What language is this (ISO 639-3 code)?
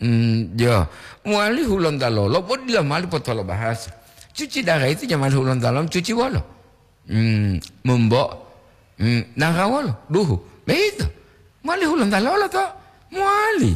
gor